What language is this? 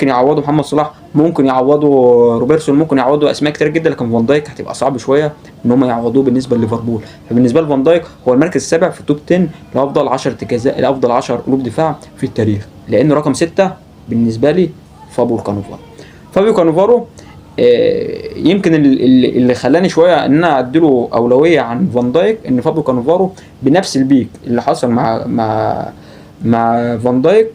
Egyptian Arabic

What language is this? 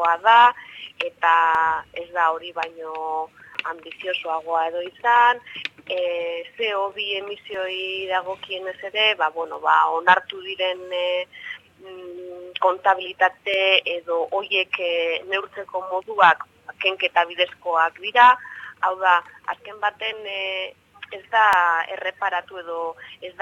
Basque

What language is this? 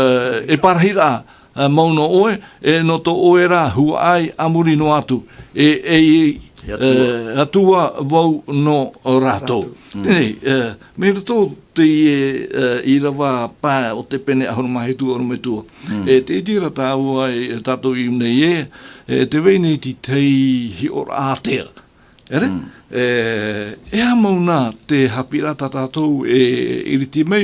Tahitian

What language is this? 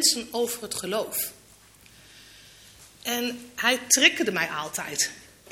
Dutch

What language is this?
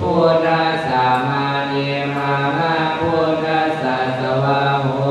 Pali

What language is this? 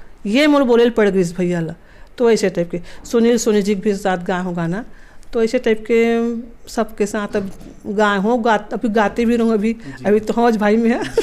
Chhattisgarhi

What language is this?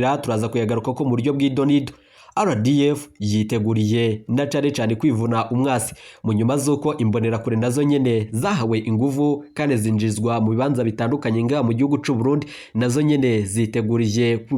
Rundi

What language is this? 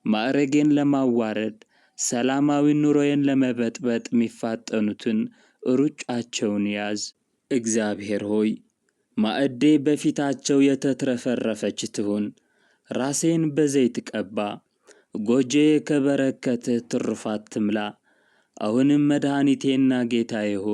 Amharic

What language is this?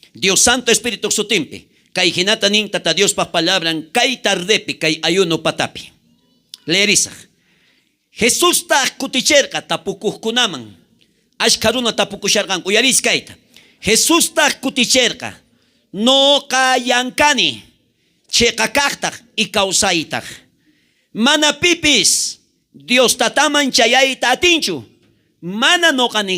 South Bolivian Quechua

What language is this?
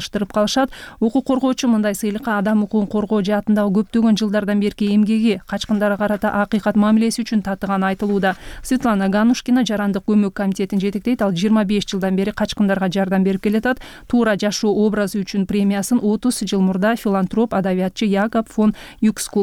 Kyrgyz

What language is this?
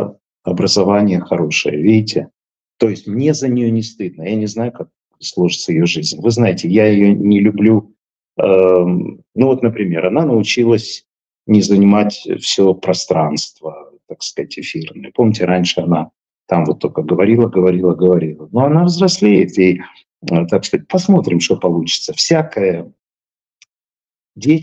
Russian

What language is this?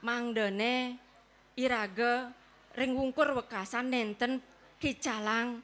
Balinese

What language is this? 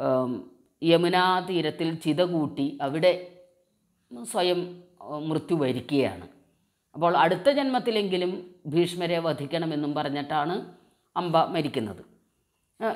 Malayalam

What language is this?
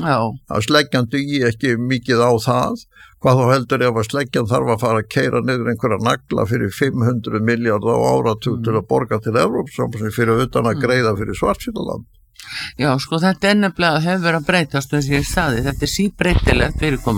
Icelandic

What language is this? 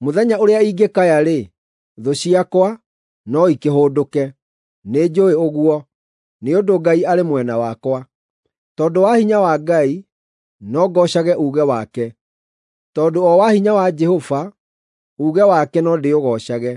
Kikuyu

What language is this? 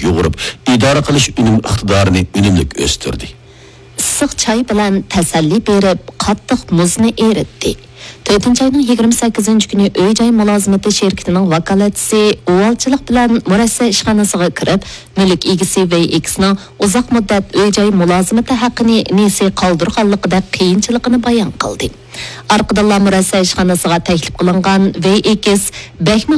Uyghur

